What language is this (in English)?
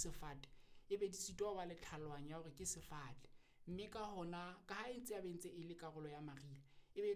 Southern Sotho